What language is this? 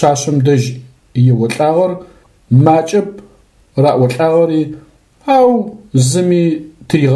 Adyghe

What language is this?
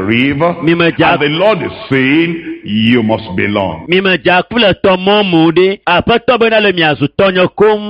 Ewe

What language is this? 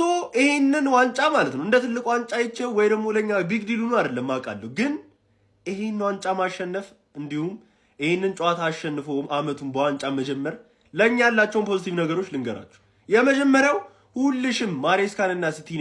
Amharic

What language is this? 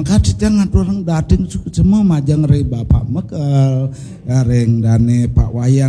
Balinese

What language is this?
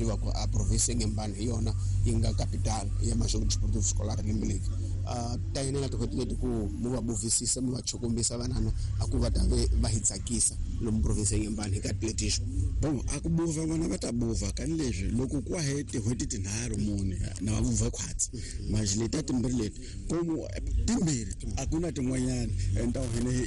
Tsonga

